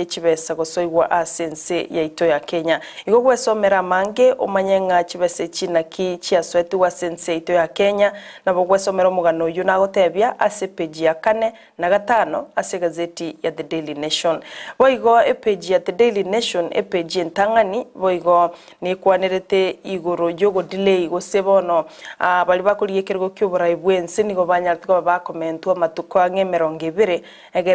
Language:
Gusii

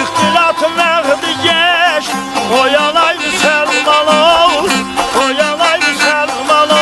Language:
South Azerbaijani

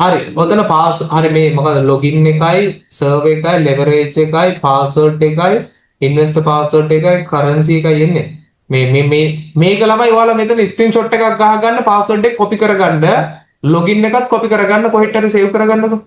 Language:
Sinhala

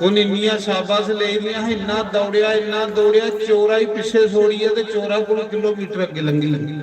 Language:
Dogri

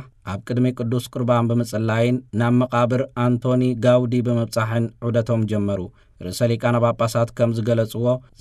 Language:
Tigrinya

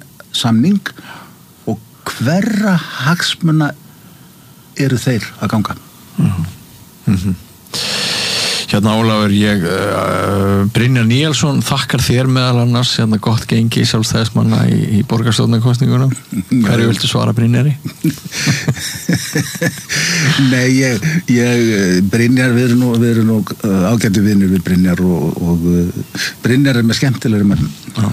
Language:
Icelandic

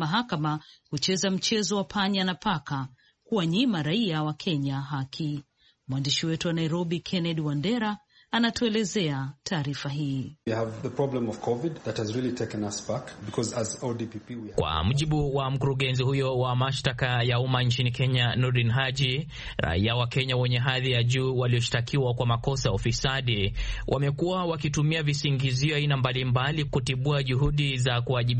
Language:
Swahili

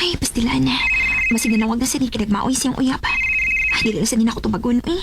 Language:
Cebuano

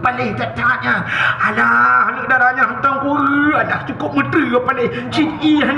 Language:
Achinese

